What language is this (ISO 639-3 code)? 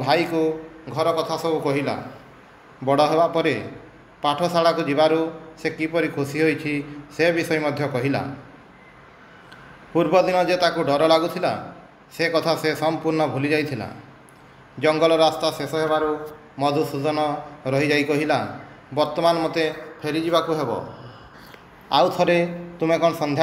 ori